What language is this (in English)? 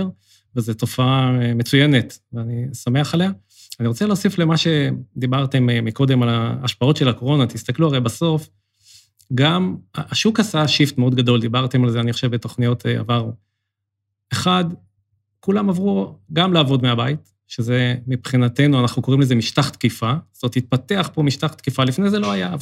Hebrew